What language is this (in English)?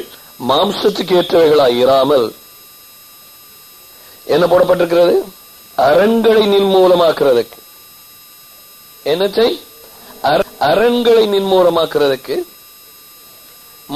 Tamil